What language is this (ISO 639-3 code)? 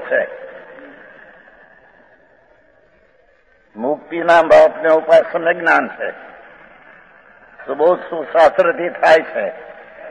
guj